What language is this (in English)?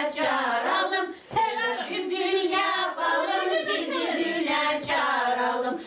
Gagauz